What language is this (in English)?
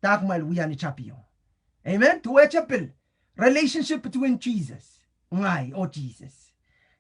Pohnpeian